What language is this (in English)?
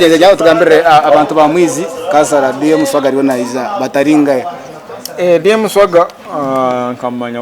Nyankole